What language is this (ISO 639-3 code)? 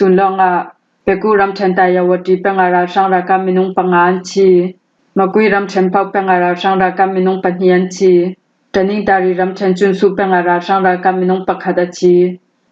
cfm